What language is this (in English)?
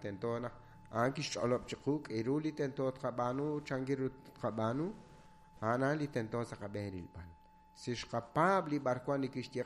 Kekchí